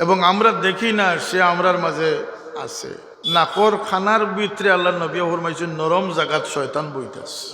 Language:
Sylheti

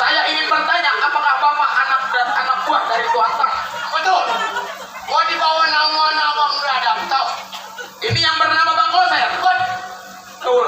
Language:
Betawi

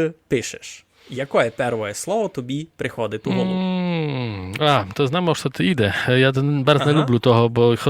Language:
Rusyn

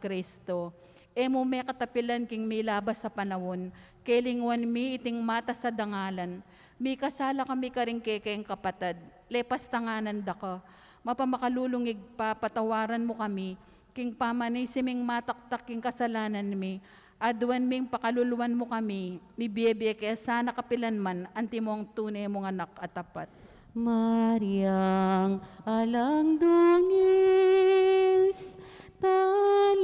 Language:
Pampanga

